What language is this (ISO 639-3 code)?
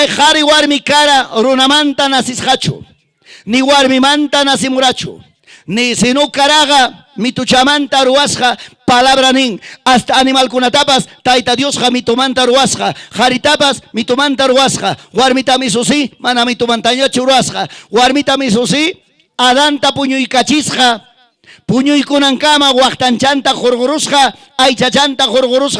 quy